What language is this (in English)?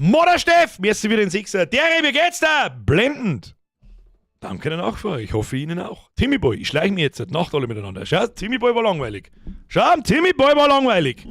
Bavarian